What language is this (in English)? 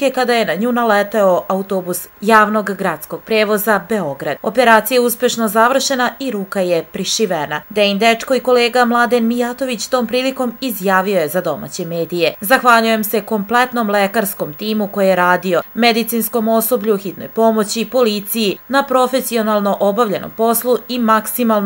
Serbian